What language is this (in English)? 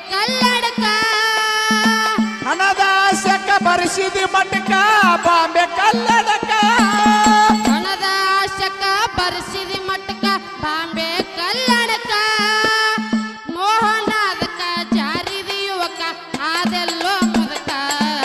Kannada